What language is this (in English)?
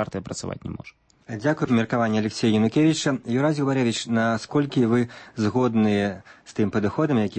Belarusian